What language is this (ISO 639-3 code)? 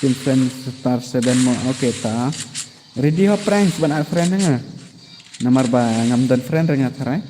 kha